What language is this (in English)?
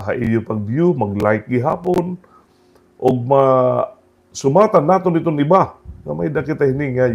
Waray